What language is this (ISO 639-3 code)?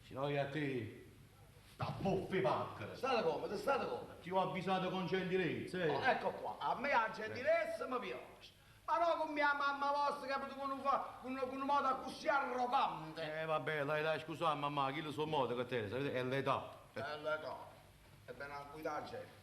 nap